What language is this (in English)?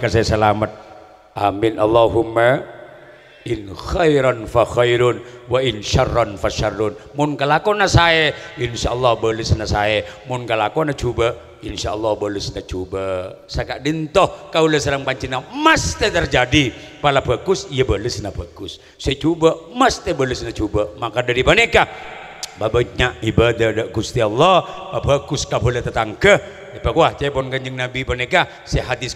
Madurese